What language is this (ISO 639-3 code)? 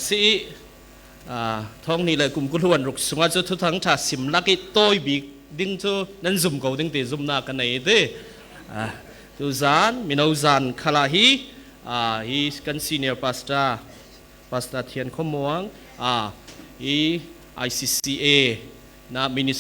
cfm